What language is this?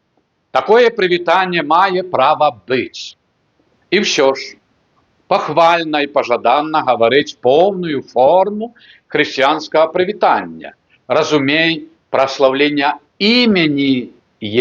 Belarusian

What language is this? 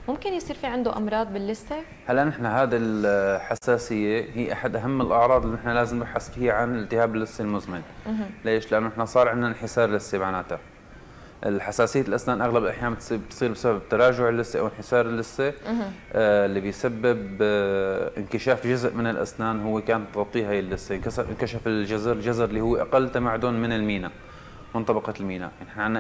North Levantine Arabic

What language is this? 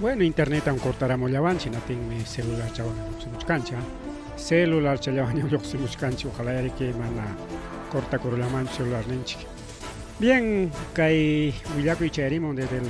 Ayacucho Quechua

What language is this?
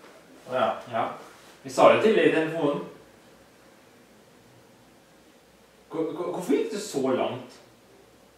Norwegian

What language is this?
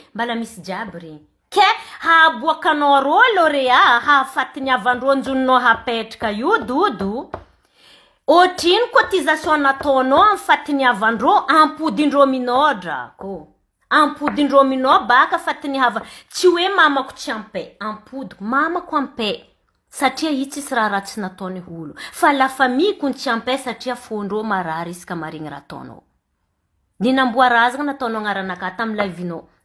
Malagasy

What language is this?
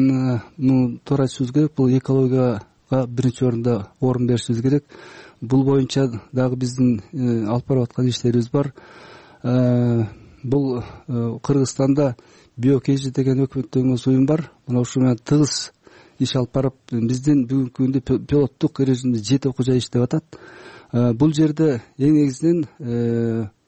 Kyrgyz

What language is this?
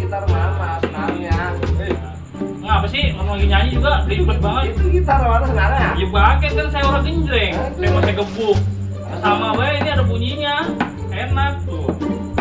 Betawi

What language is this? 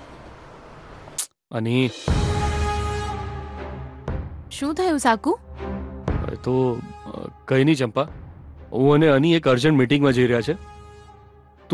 Gujarati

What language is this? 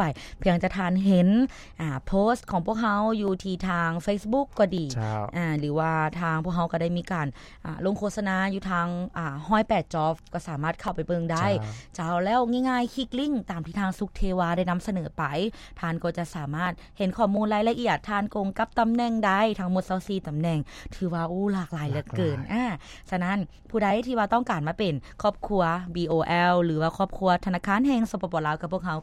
Lao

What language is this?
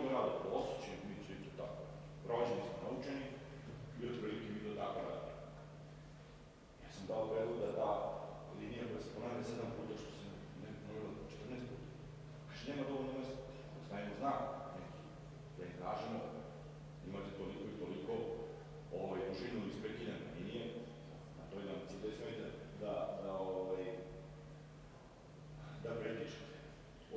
Serbian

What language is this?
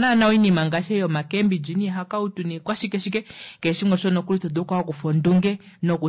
Kuanyama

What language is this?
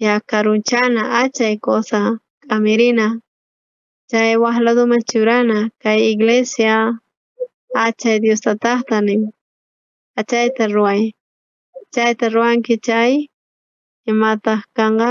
South Bolivian Quechua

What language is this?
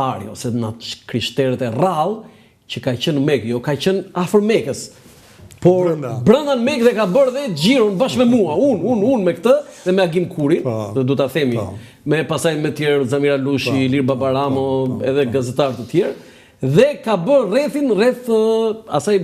Albanian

